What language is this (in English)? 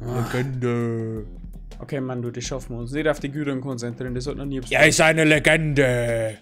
Bavarian